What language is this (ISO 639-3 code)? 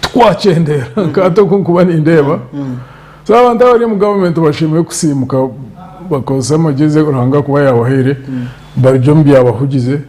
nyn